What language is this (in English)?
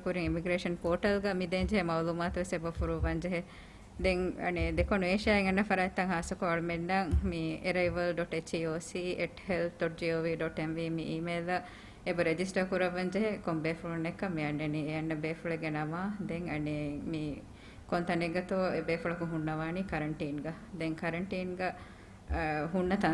Divehi